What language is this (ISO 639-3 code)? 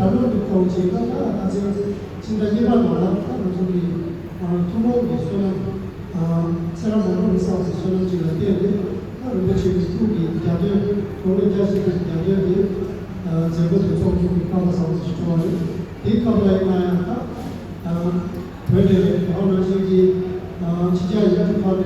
bod